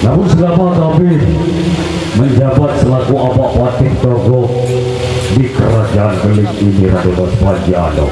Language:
Sasak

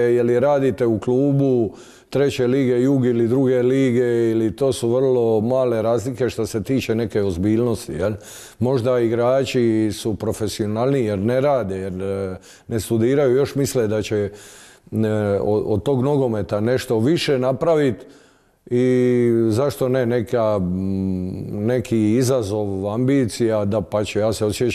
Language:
Croatian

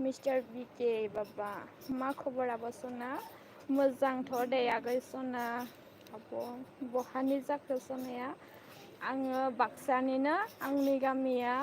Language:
Bodo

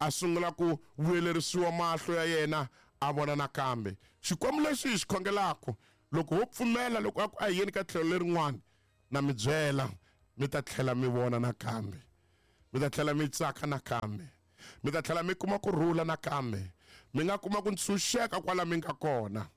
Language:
Tsonga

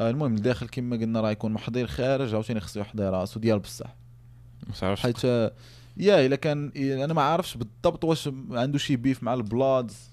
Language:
Moroccan Arabic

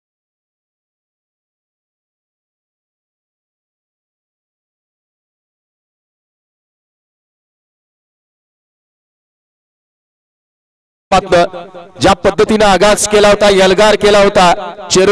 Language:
Marathi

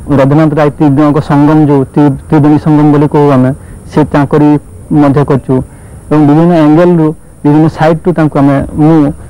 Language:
Odia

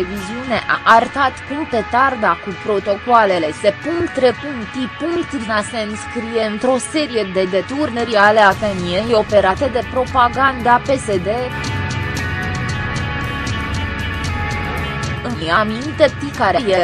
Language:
Romanian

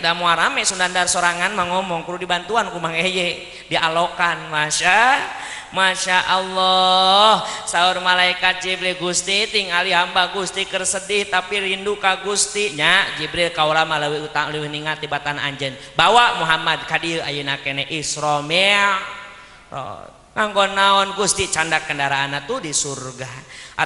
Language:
Sundanese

